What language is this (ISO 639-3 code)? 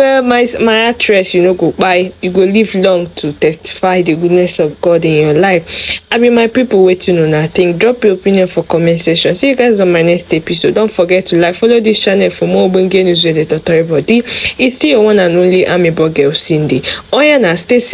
pcm